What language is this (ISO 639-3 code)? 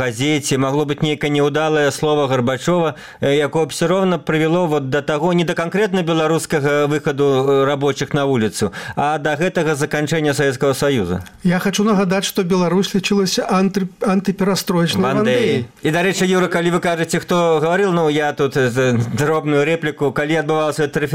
bel